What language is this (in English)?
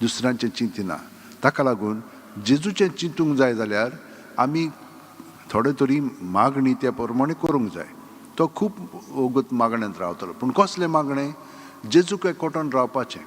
Konkani